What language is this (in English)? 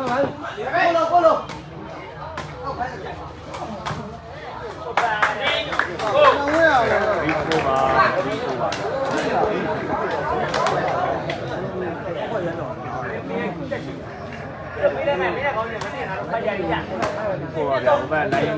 Burmese